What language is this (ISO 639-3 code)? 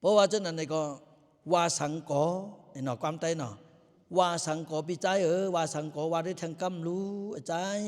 lao